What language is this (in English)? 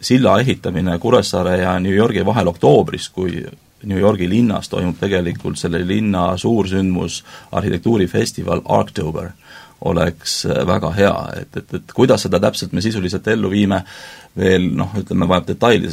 Estonian